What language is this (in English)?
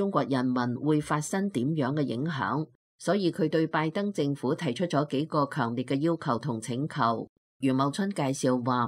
Cantonese